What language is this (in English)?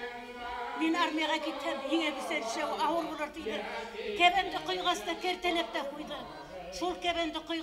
Bashkir